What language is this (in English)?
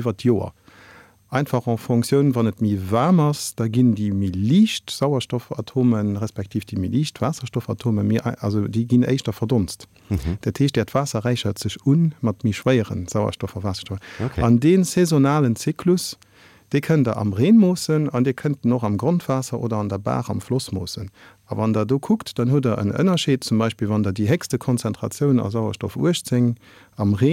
Luxembourgish